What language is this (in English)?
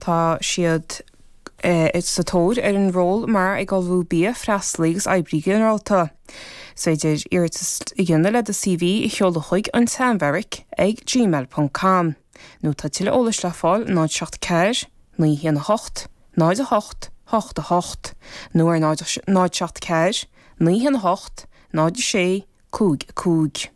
Irish